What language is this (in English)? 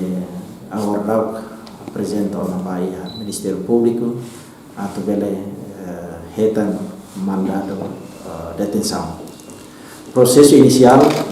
Tetum